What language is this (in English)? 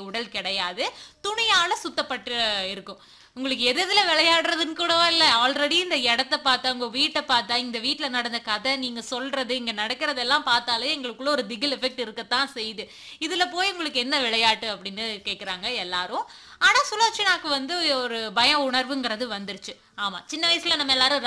Tamil